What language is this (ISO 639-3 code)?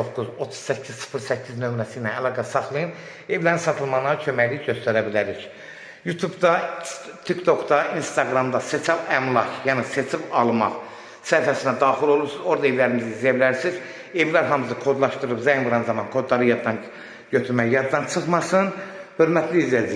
aze